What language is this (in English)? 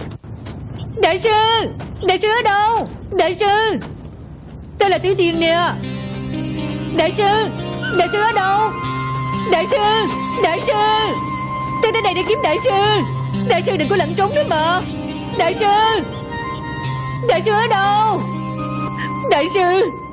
Vietnamese